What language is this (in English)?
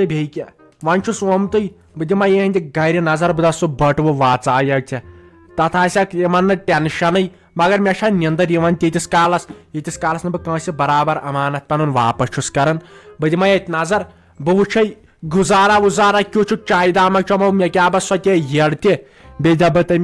Kashmiri